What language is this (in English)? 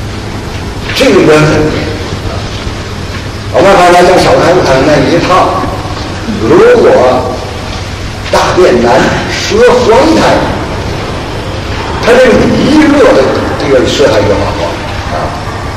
Chinese